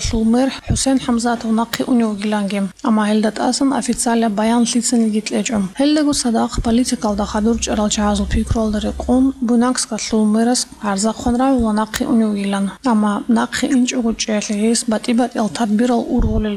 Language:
Avaric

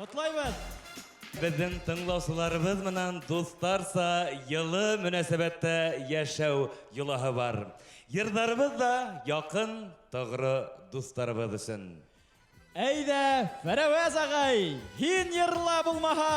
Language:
Bashkir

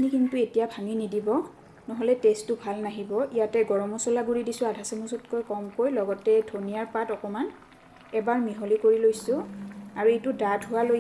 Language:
Assamese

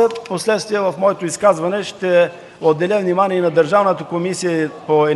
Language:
Bulgarian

